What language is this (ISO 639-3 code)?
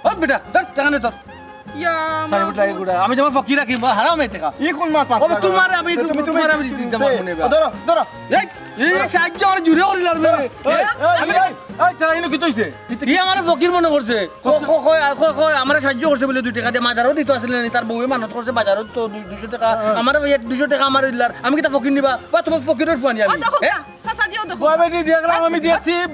syl